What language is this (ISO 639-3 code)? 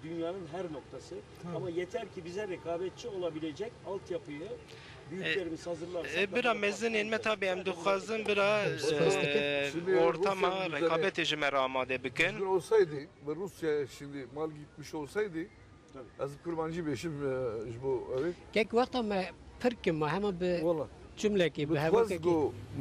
kur